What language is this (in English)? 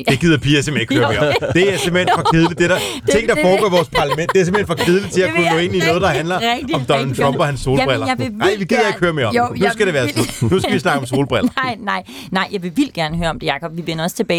Danish